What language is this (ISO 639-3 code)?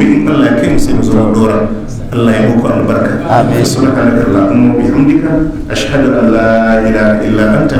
hau